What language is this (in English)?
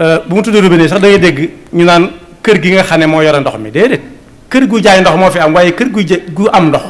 Wolof